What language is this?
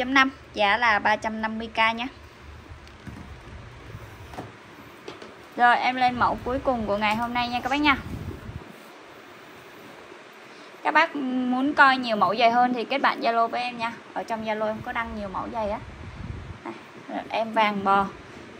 Vietnamese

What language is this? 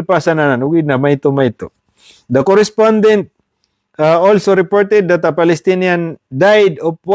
Maranao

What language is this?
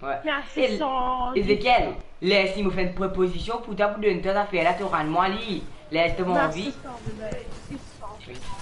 Morisyen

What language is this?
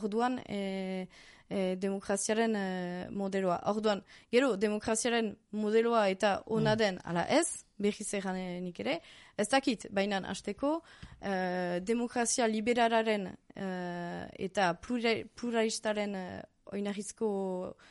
Basque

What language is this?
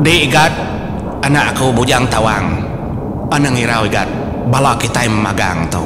Iban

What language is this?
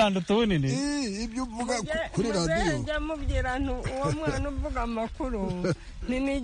Kinyarwanda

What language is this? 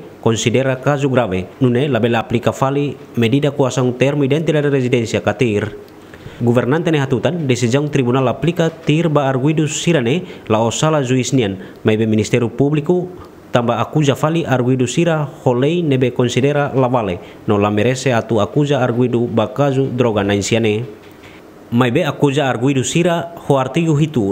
Tetum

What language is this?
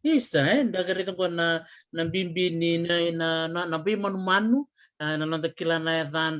Fijian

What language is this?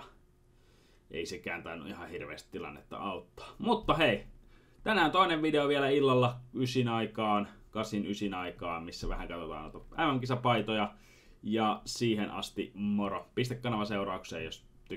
Finnish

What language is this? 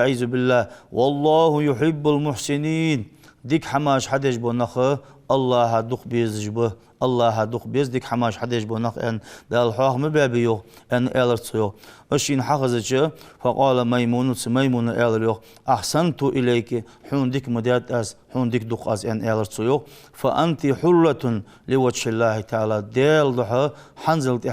Ingush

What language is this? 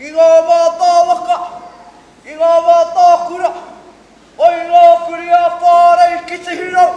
Māori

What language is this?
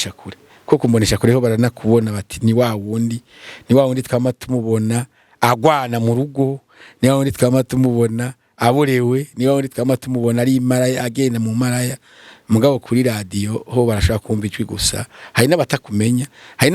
Rundi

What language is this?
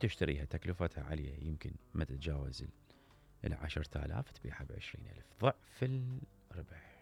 Mesopotamian Arabic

